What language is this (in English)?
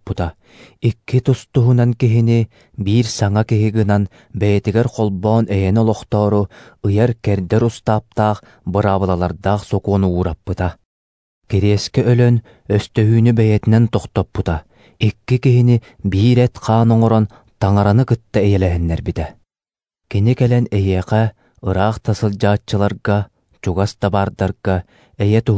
Yakut